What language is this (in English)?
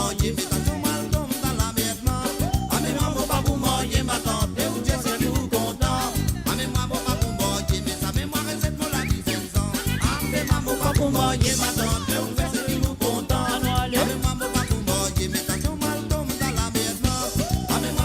Morisyen